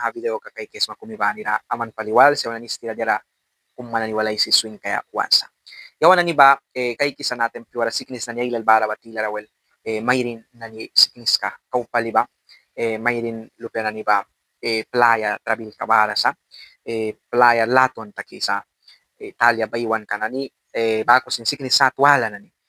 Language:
Mískito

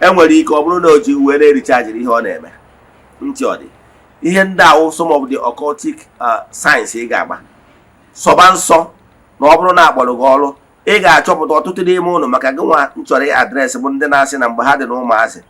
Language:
Igbo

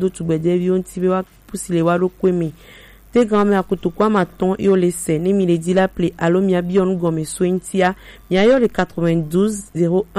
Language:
Gen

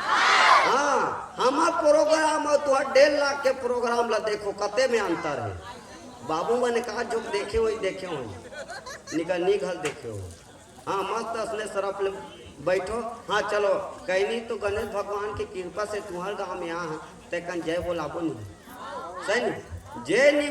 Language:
Chhattisgarhi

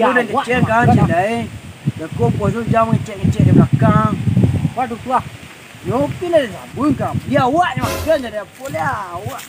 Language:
Minangkabau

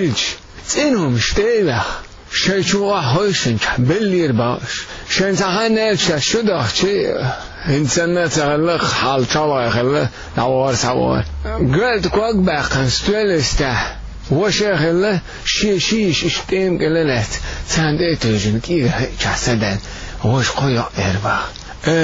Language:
Chechen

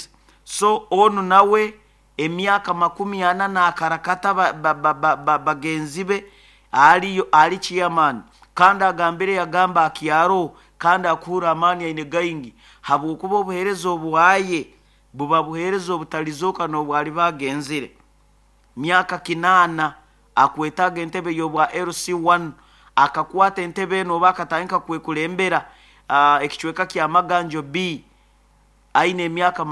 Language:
Nyoro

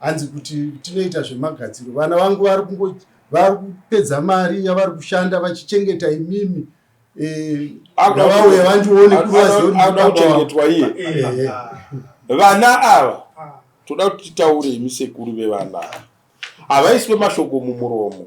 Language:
Shona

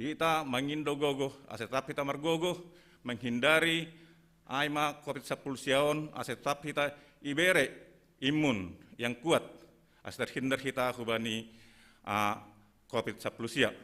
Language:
Batak Simalungun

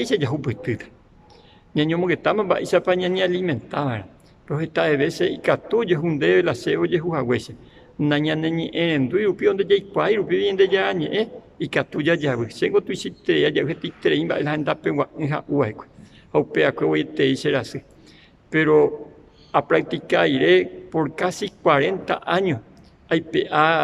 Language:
Guarani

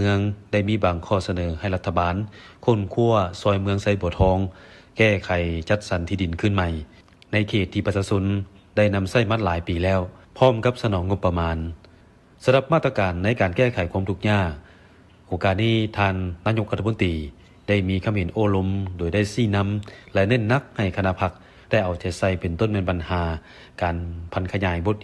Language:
Lao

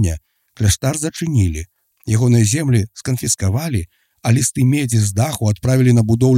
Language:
Belarusian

